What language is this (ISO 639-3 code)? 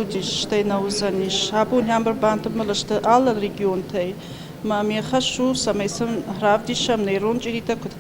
oss